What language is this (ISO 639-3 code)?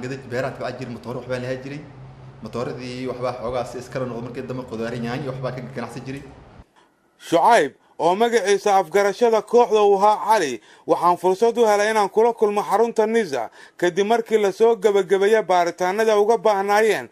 som